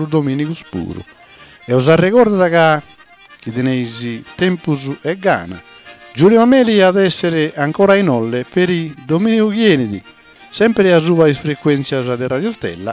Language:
Sardinian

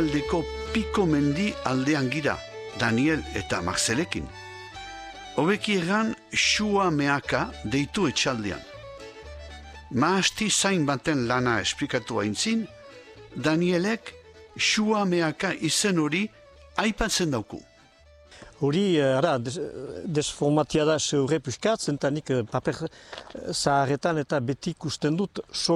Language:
Basque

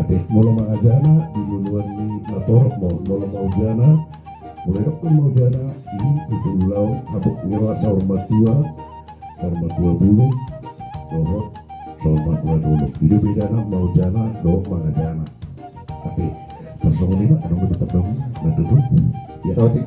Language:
Batak Toba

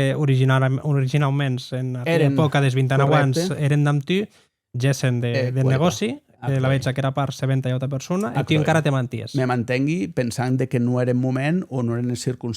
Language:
Occitan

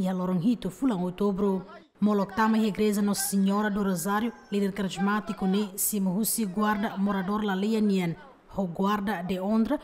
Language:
Tetum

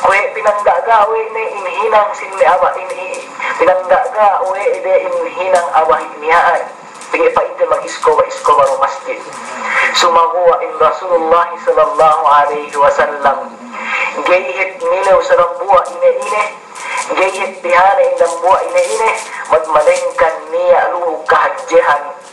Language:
Yakan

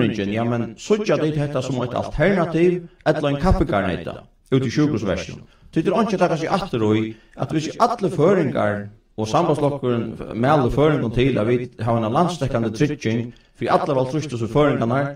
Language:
Faroese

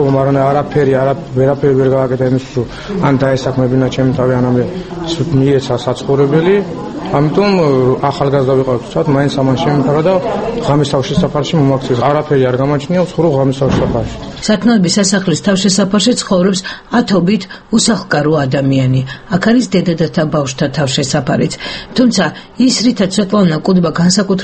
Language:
Georgian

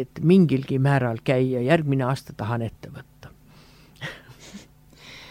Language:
Estonian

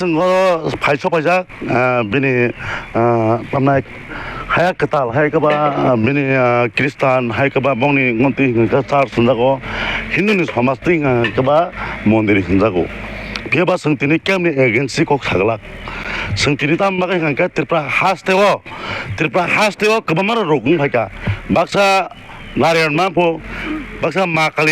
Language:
Kok Borok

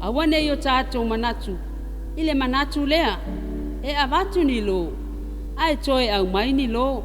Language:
Samoan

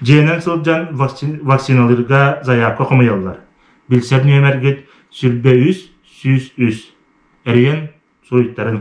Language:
Yakut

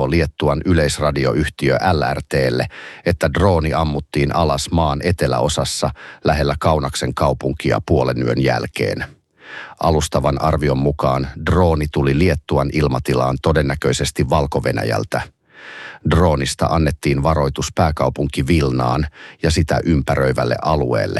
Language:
Finnish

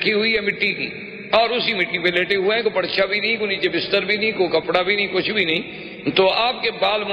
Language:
Urdu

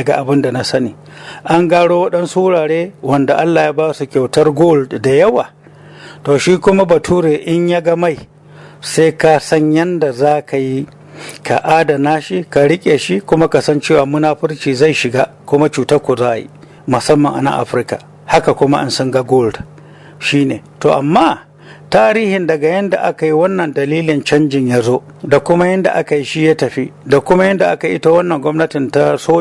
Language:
Hausa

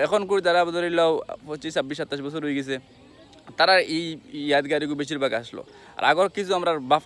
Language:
Sylheti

